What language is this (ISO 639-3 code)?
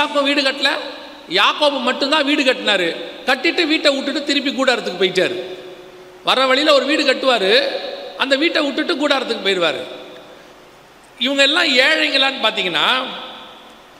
tam